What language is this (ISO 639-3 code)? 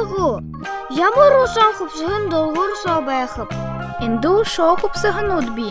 bua